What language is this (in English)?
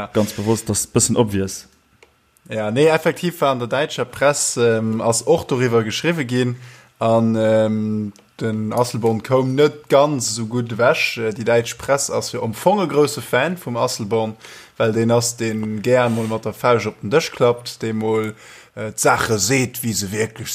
Luxembourgish